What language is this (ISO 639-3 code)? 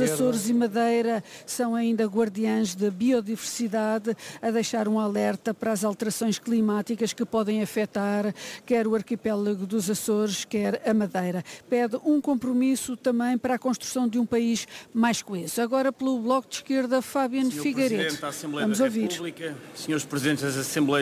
por